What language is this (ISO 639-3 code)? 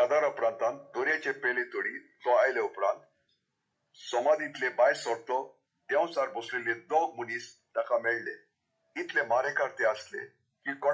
kok